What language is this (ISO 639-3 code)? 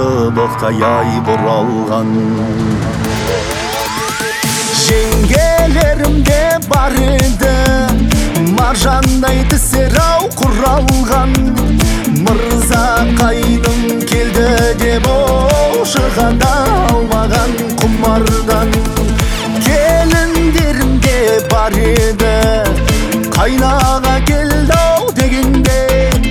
kaz